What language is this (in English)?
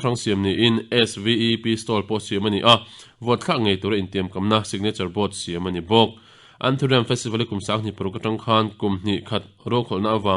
Mizo